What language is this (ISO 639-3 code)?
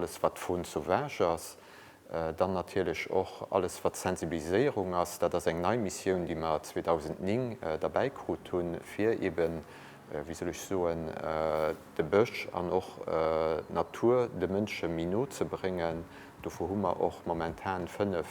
ltz